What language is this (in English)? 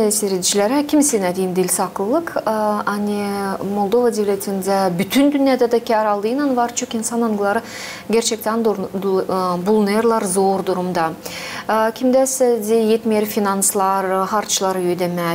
Gagauz